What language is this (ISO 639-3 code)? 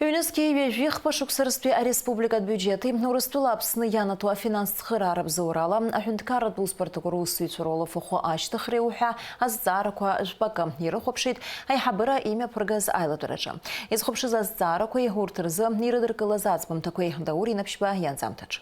abk